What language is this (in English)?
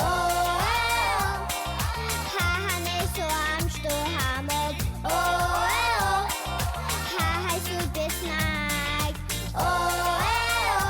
Abkhazian